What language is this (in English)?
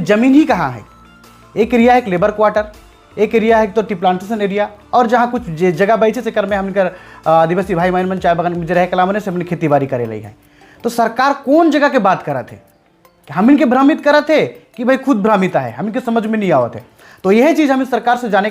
Sadri